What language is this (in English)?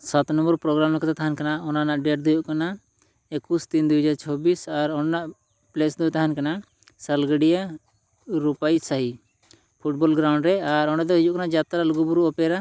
Santali